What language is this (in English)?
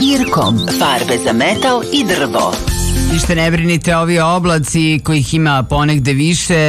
Serbian